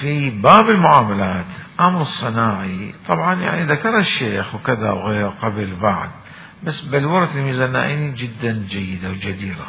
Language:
Mesopotamian Arabic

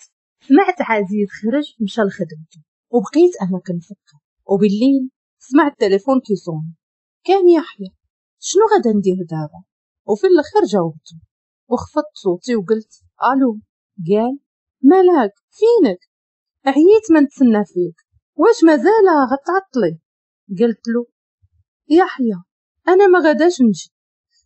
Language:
Moroccan Arabic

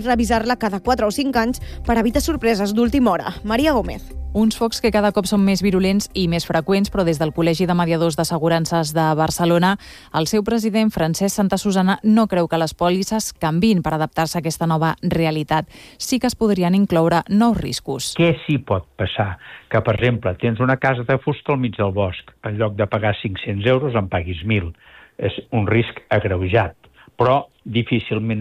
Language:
Catalan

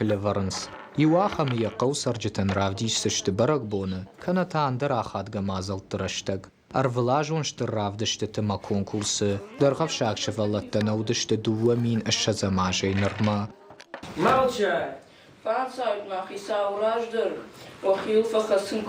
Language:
Ossetic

